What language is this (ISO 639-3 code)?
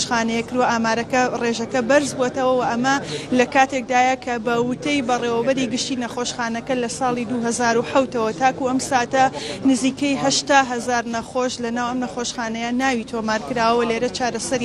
ckb